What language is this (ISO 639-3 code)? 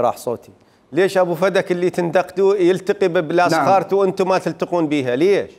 acm